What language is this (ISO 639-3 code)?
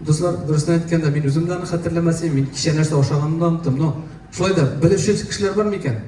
tat